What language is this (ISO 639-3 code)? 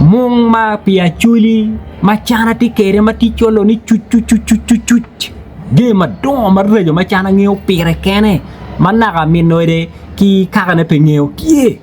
ach